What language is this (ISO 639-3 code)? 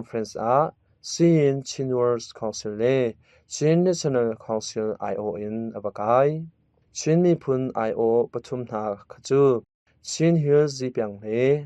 cnh